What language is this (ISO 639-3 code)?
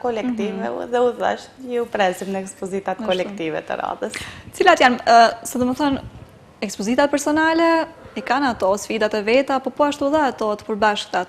sqi